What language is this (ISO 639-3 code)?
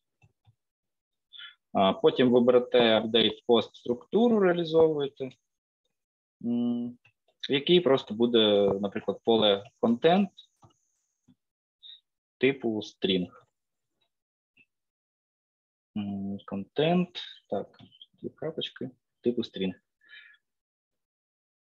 ukr